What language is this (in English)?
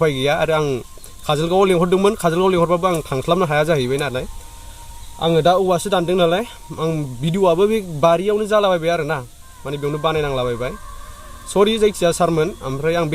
Bodo